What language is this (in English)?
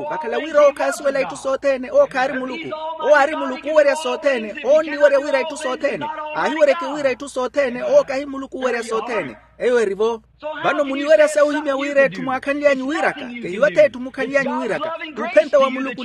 Makhuwa